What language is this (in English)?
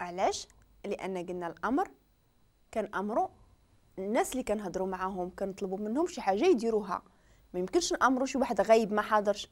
Moroccan Arabic